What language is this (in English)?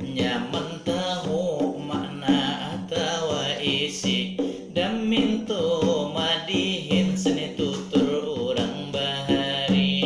Banjar